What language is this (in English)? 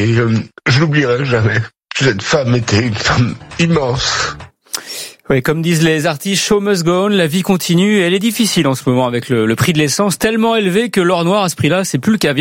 French